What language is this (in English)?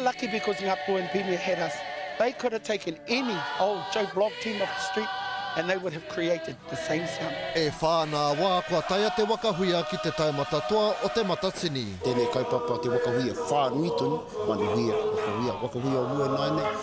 Māori